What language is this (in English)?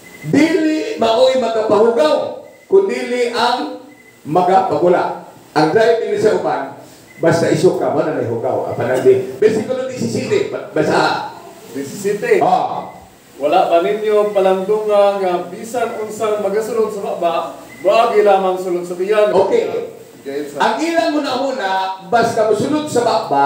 Cebuano